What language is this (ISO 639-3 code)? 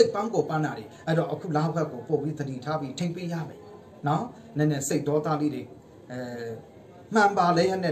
mya